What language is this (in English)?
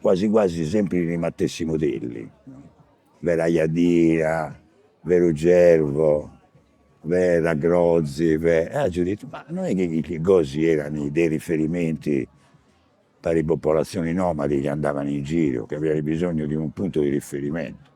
Sardinian